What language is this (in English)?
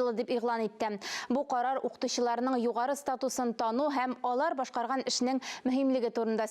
Tatar